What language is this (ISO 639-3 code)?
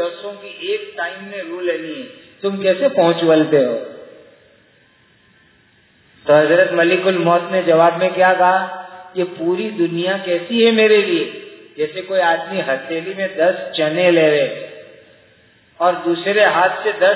urd